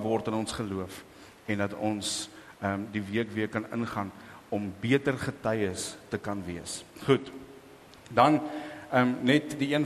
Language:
Afrikaans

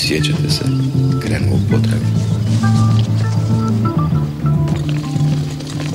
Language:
Croatian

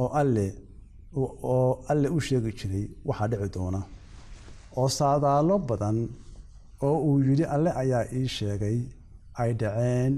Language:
Somali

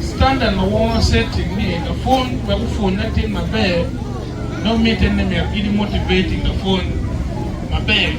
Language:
Acoli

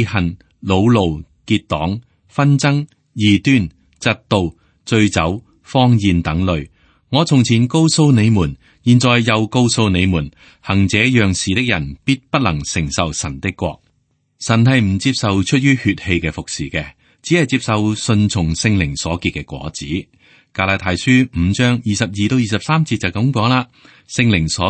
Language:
Cantonese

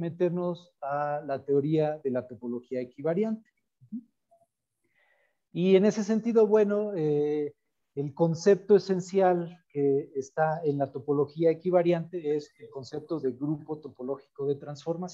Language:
Spanish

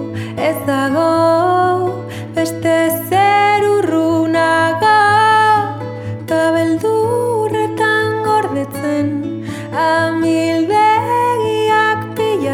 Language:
Basque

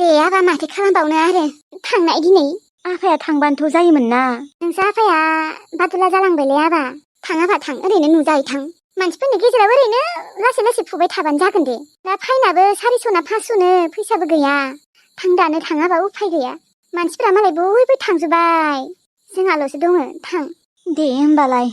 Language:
Bodo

